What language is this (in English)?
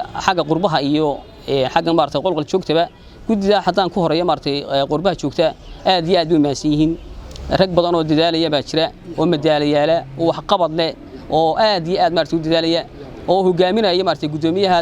Somali